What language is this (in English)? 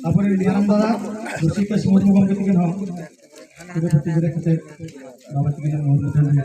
Santali